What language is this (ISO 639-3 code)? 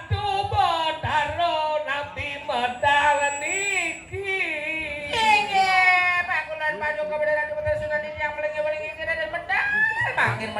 ban